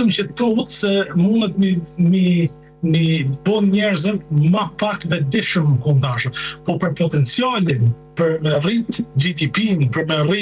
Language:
Albanian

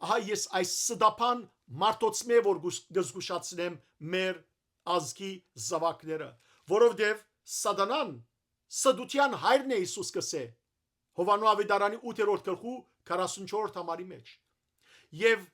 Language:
Western Armenian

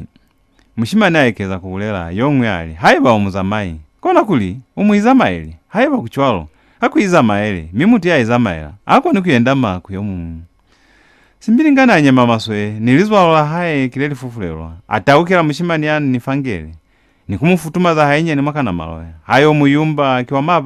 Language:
Lozi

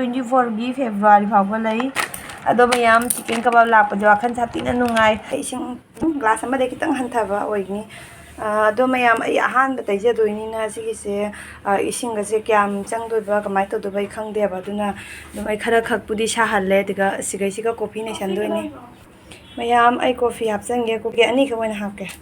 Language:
Manipuri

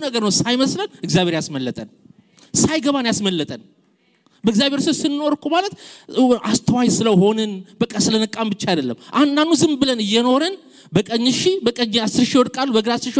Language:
Amharic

